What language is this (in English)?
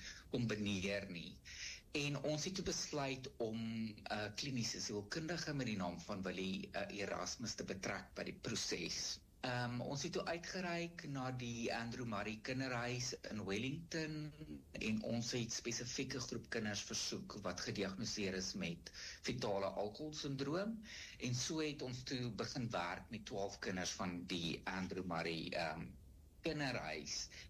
Afrikaans